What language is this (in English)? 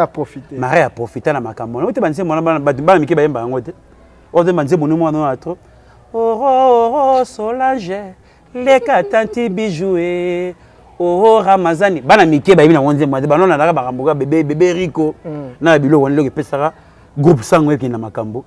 Lingala